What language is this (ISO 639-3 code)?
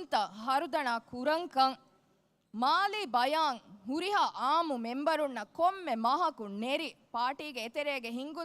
div